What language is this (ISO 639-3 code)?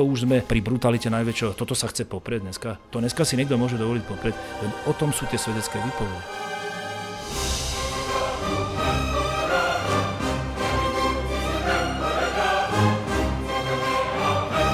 slk